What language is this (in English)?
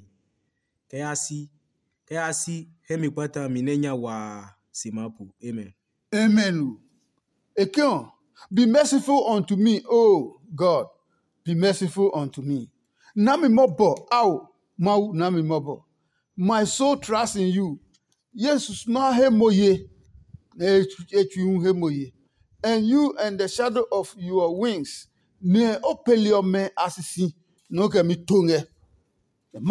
Adangme